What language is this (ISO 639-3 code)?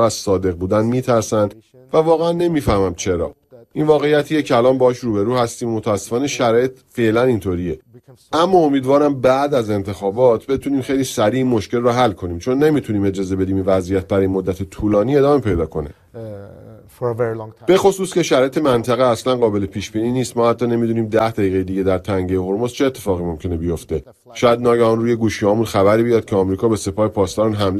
fas